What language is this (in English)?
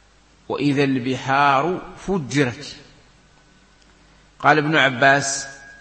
Arabic